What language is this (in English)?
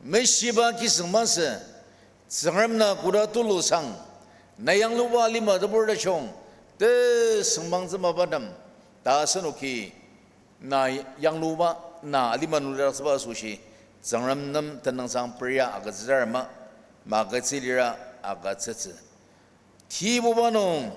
Ao Naga